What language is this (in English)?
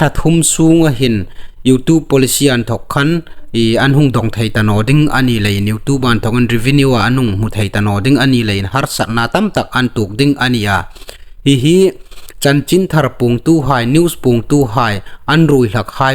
Hmar